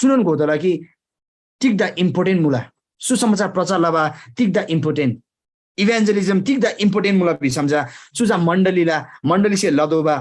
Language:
Eastern Tamang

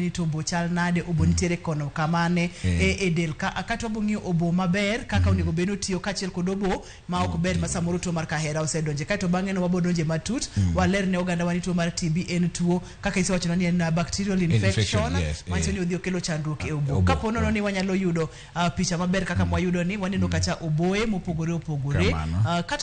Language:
Luo (Kenya and Tanzania)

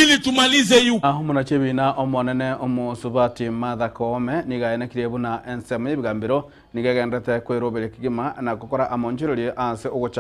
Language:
Gusii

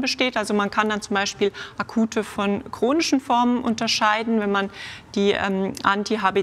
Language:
German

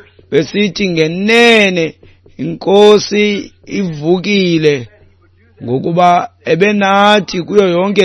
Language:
Xhosa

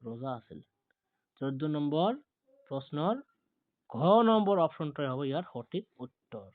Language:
Assamese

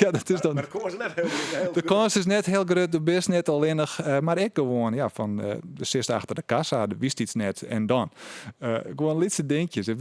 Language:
Western Frisian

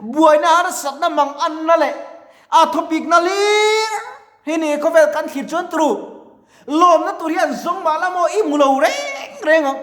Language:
Mizo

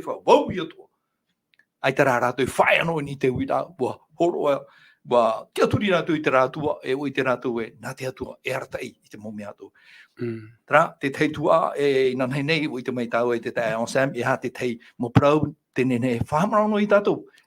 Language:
Tahitian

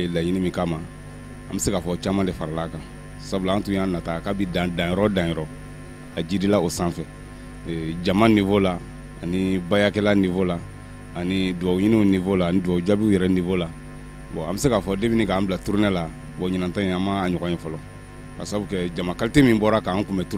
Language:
Bambara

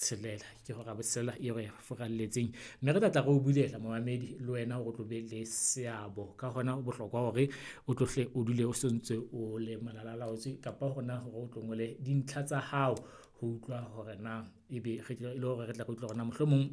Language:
Southern Sotho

